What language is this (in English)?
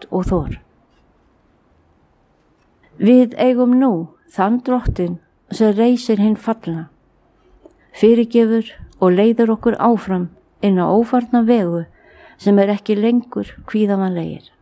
Icelandic